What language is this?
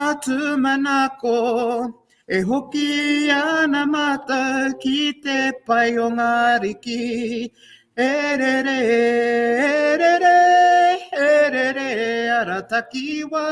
Māori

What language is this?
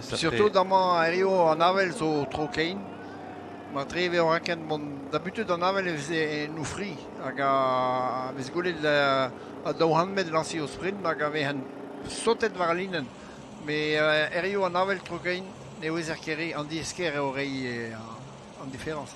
Breton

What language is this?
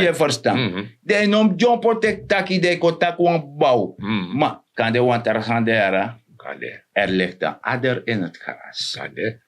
Sranan Tongo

